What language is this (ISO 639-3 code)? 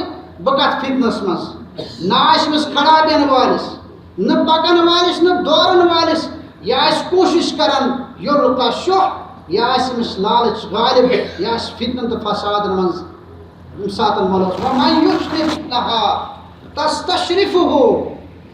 kas